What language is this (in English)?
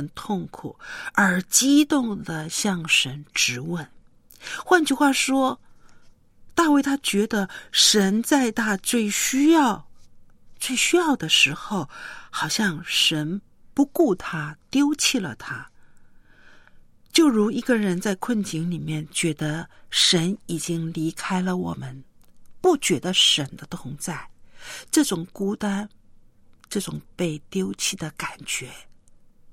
Chinese